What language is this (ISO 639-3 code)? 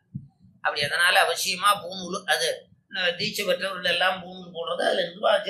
tam